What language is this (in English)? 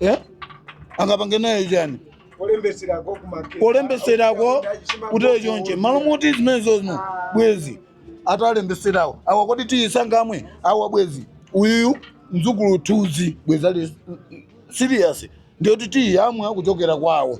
Nyanja